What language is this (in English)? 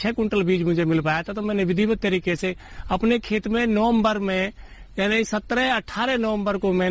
Hindi